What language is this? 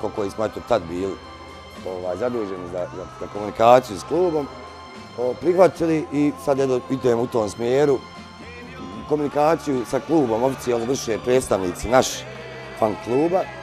Bosnian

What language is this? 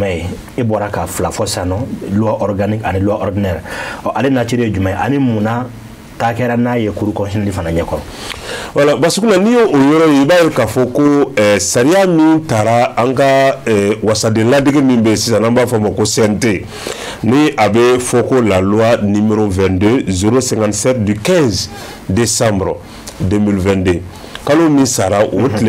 Bambara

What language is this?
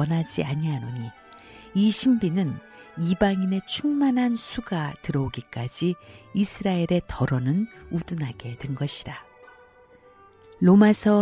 Korean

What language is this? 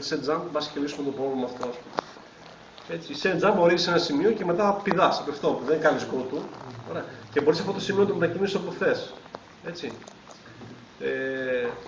Greek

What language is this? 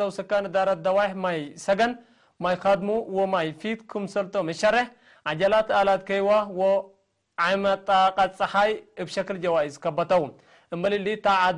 Tigre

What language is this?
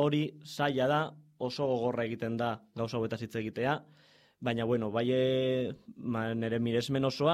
Basque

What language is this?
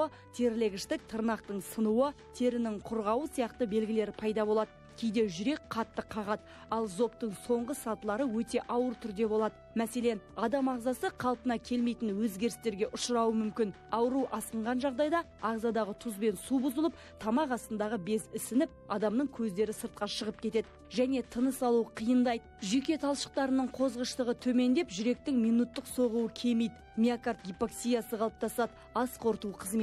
Kazakh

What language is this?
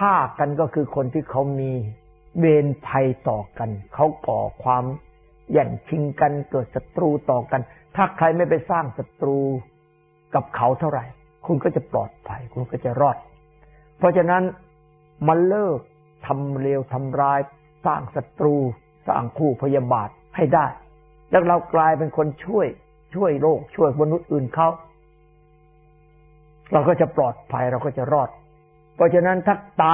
Thai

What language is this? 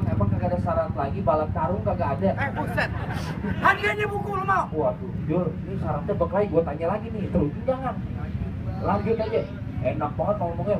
Betawi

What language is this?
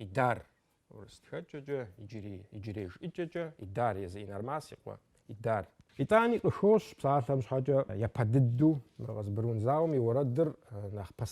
Kabardian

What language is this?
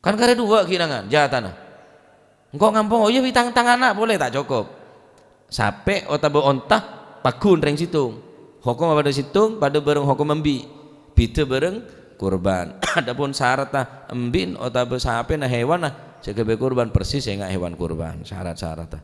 Madurese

